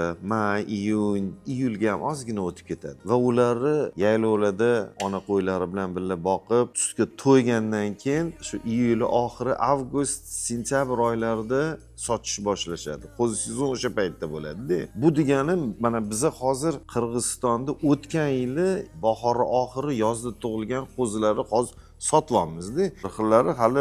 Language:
Uzbek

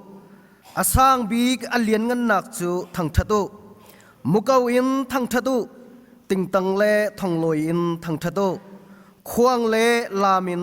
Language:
Hakha Chin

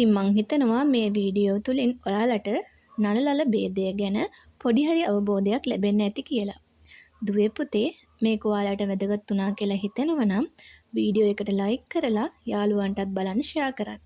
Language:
Sinhala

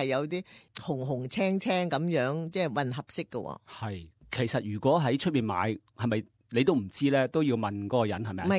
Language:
Cantonese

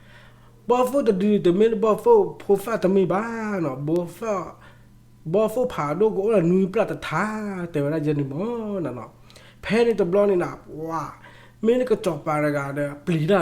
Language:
S'gaw Karen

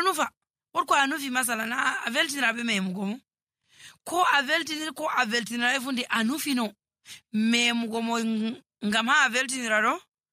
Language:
Nigerian Fulfulde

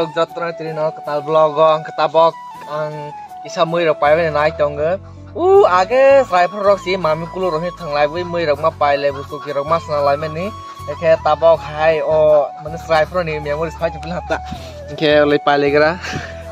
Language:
Kok Borok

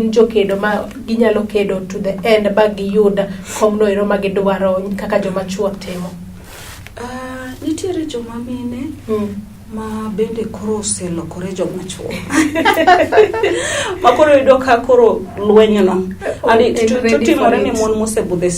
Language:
Luo (Kenya and Tanzania)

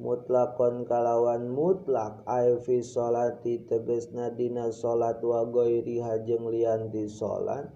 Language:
Sundanese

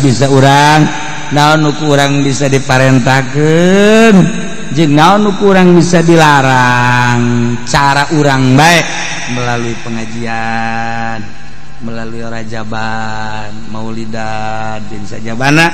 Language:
Sundanese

